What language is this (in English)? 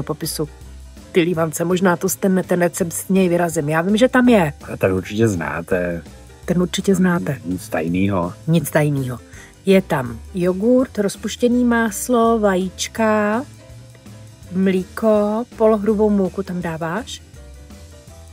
Czech